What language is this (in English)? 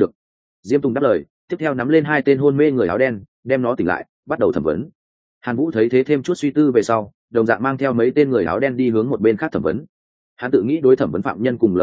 Vietnamese